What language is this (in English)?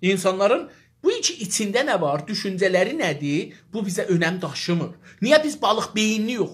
South Azerbaijani